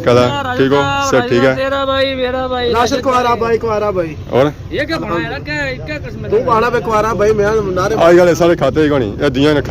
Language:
Pahari-Potwari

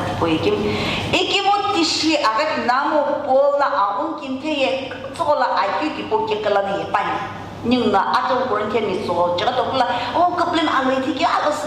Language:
Sumi Naga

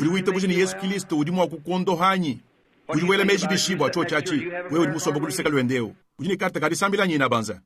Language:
Luba-Lulua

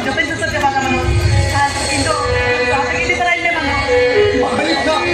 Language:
Santali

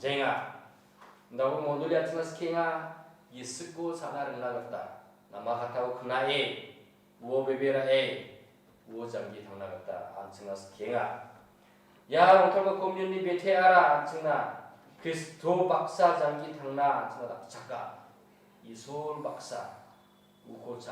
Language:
Garo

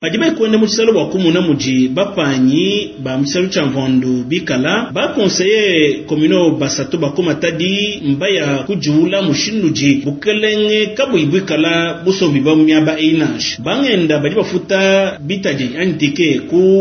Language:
Luba-Lulua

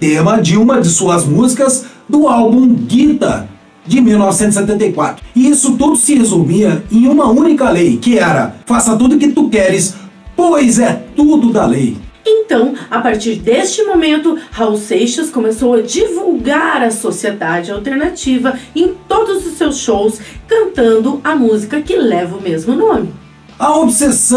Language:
Portuguese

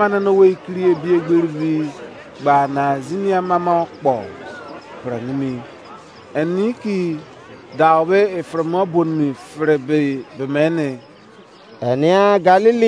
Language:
Izon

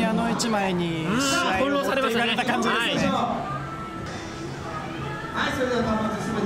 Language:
Japanese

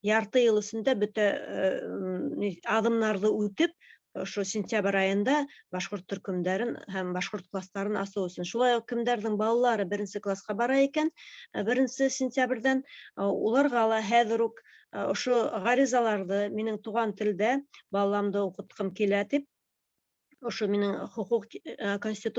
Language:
Bashkir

